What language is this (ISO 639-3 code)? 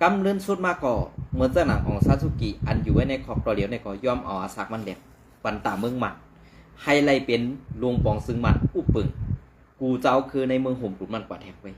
shn